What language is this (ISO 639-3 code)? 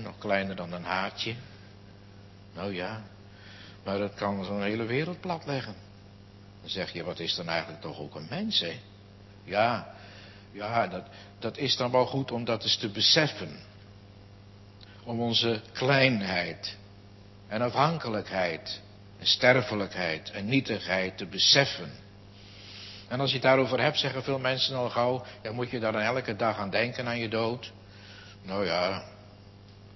nld